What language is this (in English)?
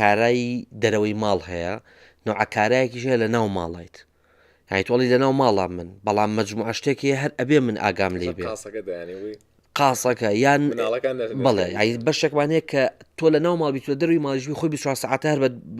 Central Kurdish